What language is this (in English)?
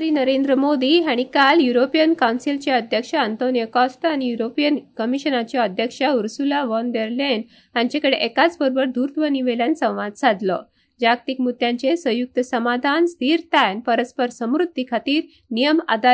Konkani